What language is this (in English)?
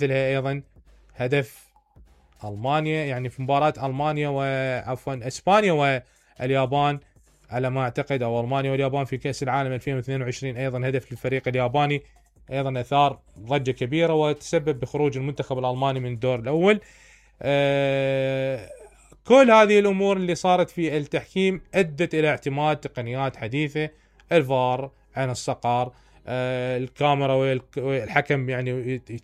Mesopotamian Arabic